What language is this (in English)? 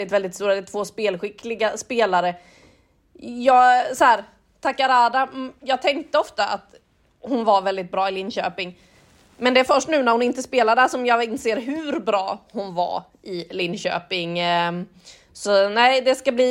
Swedish